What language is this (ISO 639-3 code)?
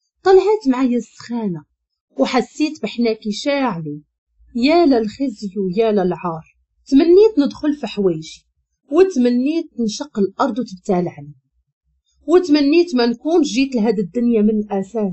ary